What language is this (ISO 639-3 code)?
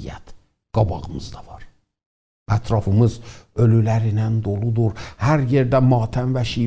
azb